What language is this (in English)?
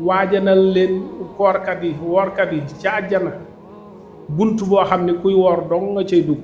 Wolof